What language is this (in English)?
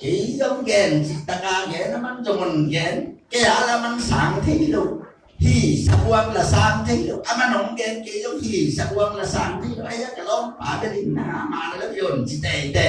Tedim Chin